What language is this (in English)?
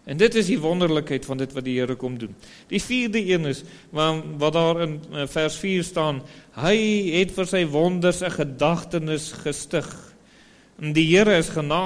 Afrikaans